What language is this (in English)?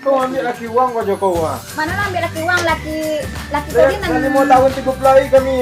Minangkabau